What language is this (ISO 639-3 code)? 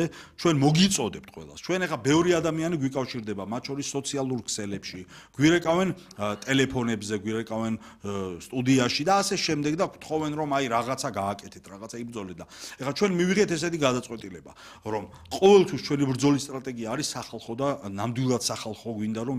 kat